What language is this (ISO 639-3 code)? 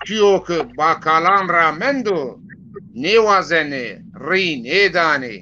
zza